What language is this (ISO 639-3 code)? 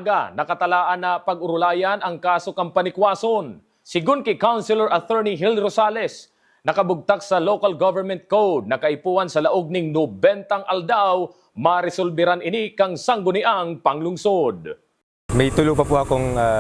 bik